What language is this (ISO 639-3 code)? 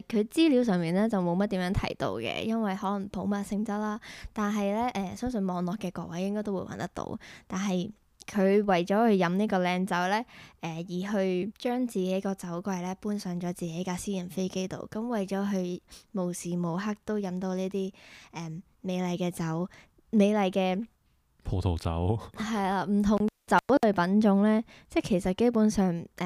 yue